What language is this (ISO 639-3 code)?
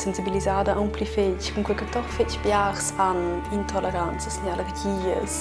roh